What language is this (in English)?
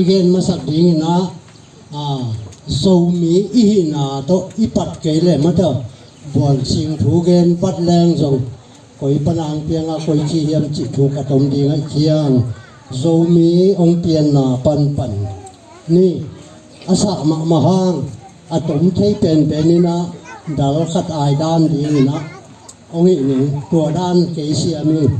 Tedim Chin